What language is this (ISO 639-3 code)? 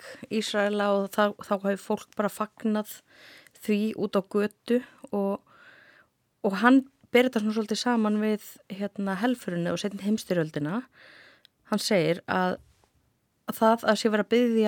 isl